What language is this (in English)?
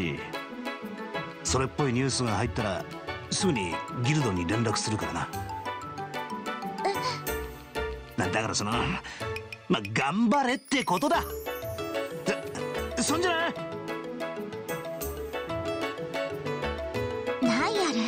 Japanese